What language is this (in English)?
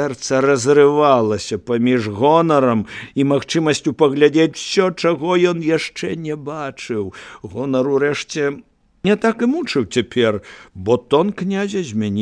Belarusian